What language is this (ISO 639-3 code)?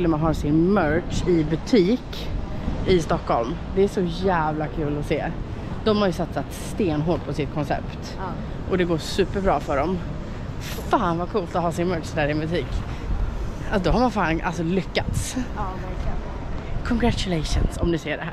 swe